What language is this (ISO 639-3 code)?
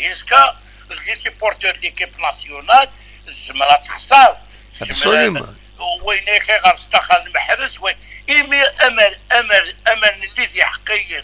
kab